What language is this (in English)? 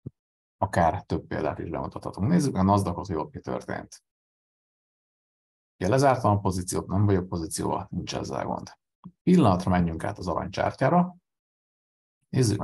Hungarian